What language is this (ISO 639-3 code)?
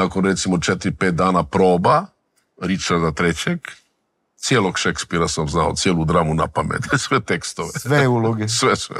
srp